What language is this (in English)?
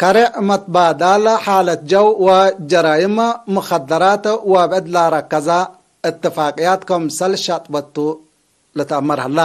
Tigre